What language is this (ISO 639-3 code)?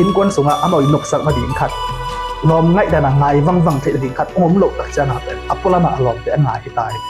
ctd